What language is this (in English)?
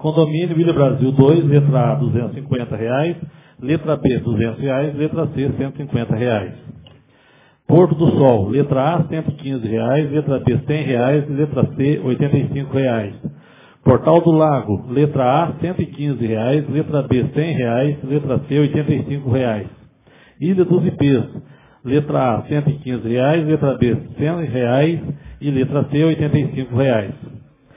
Portuguese